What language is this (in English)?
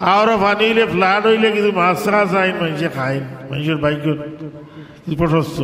Sylheti